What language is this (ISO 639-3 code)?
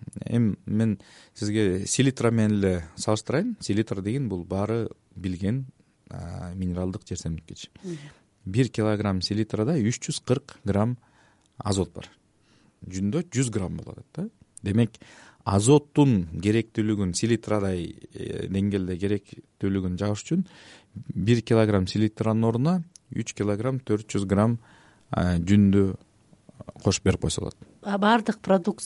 kir